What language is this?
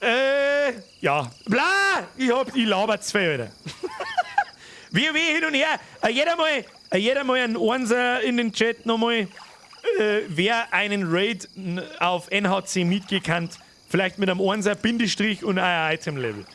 Bavarian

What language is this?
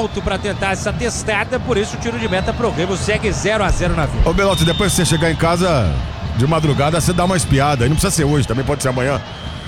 Portuguese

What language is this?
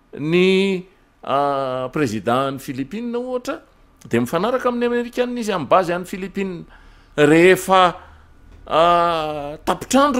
Malagasy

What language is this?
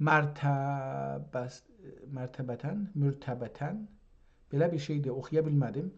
South Azerbaijani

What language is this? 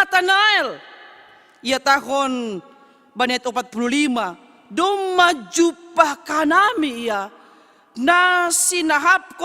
Batak Simalungun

